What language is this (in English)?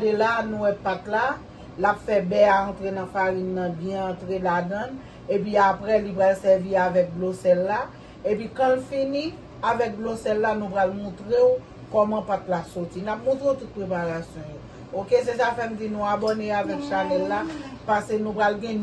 Haitian Creole